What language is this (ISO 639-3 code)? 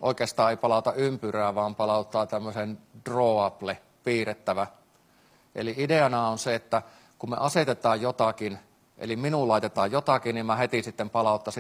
fin